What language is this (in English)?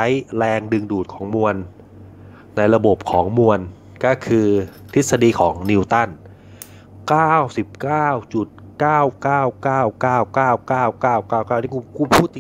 Thai